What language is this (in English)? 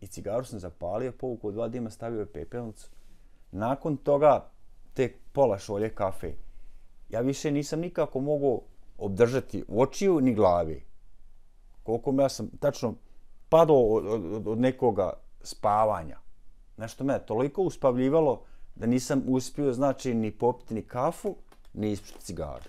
Bosnian